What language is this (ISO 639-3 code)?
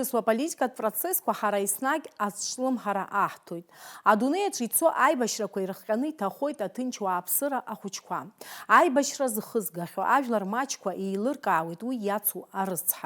abk